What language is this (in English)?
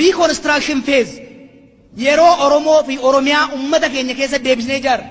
Oromo